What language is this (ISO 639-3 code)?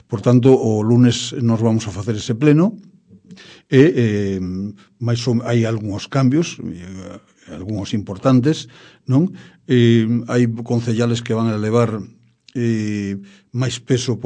glg